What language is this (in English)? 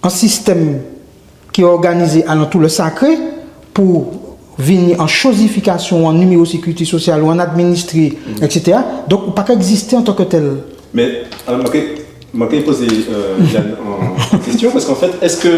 Guadeloupean Creole French